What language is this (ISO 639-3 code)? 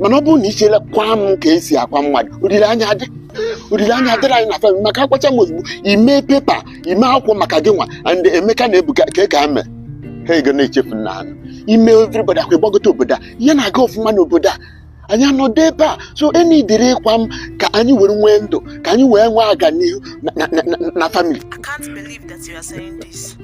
ibo